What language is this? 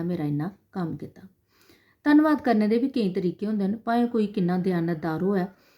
Dogri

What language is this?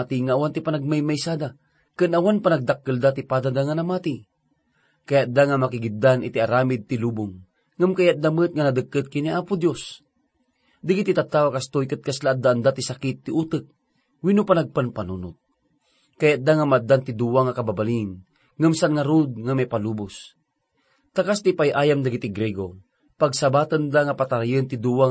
Iloko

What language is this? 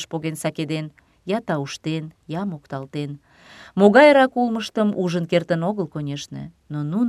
Mari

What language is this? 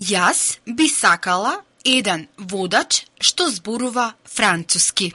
Macedonian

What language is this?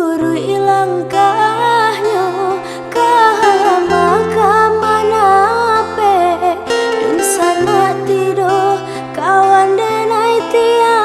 Minangkabau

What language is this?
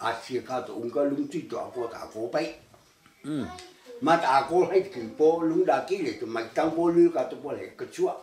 Hakha Chin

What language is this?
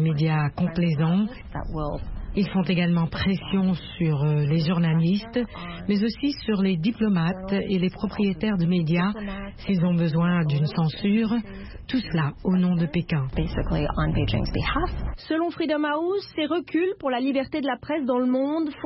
French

